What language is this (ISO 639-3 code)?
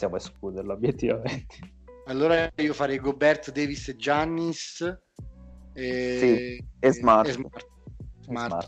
ita